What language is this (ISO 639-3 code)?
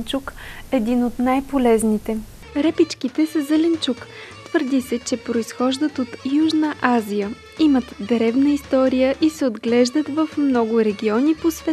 bul